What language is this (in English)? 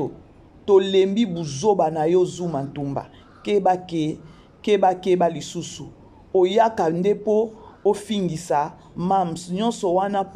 Lingala